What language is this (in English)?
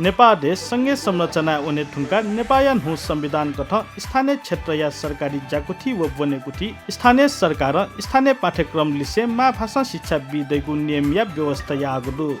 Newari